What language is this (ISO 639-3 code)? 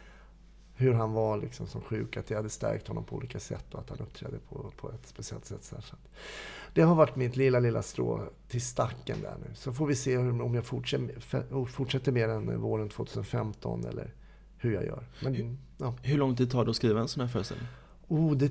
swe